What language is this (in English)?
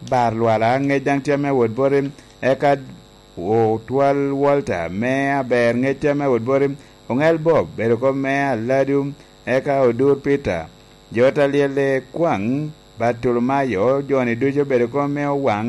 Lango (Uganda)